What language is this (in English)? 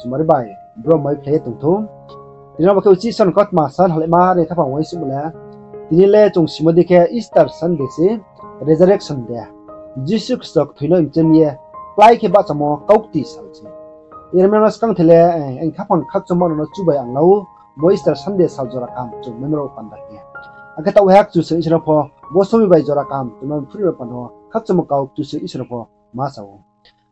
Riang (India)